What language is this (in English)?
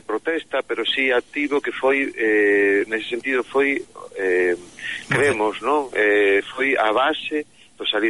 Galician